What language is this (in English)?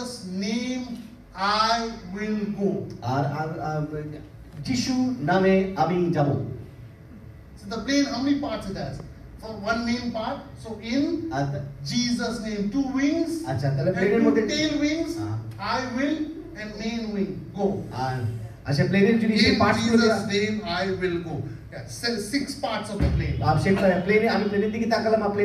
Bangla